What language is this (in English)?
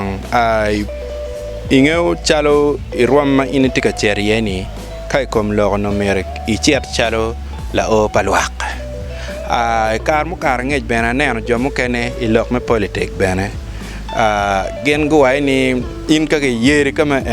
Acoli